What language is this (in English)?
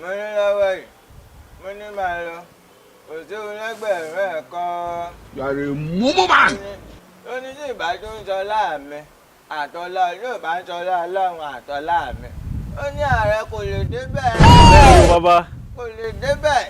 Yoruba